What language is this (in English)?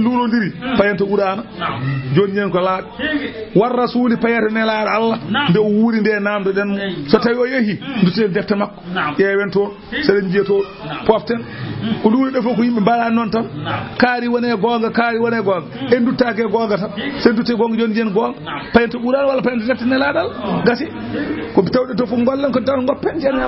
Fula